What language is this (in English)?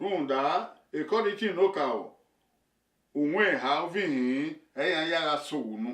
Bini